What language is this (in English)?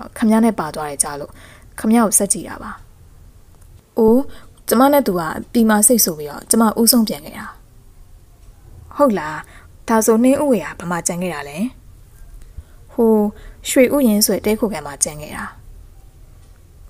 Burmese